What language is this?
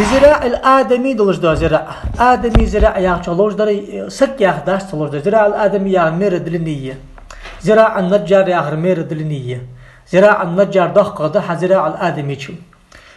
Ingush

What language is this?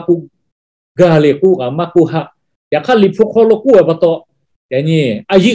Lahu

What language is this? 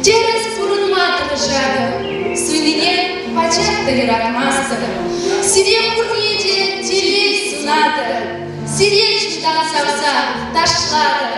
Chuvash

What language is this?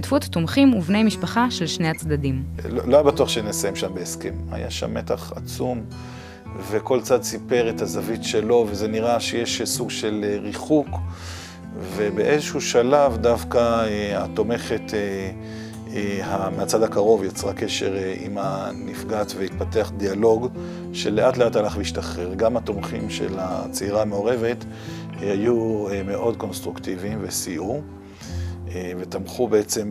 Hebrew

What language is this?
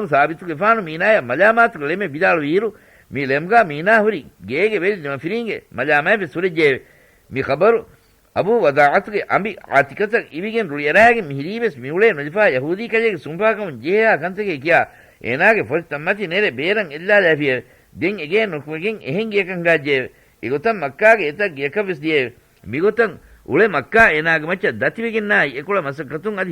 Divehi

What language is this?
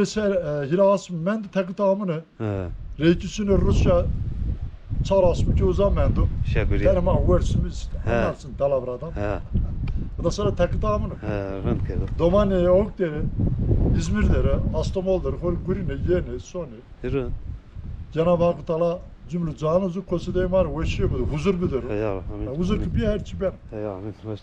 Zaza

